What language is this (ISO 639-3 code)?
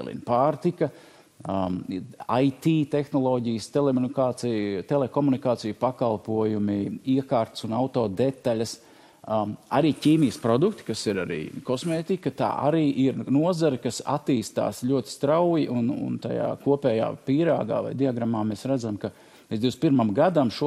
lav